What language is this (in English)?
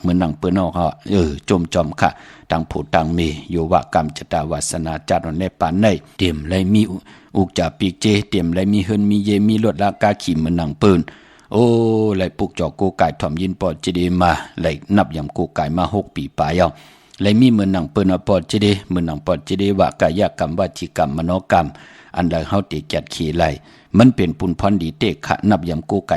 Shan